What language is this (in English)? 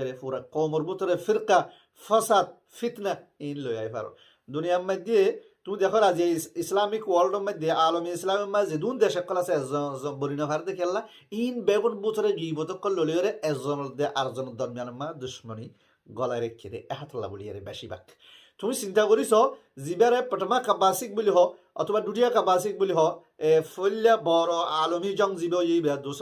Rohingya